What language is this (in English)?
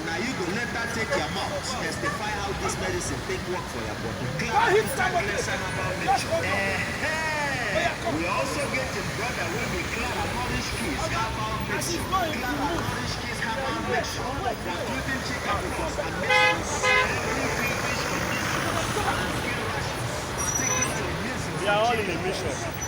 Nigerian Pidgin